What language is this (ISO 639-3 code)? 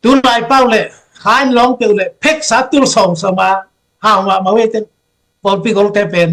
ctd